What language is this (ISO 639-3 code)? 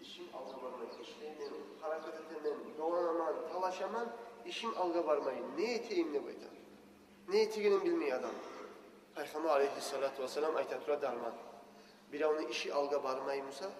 kum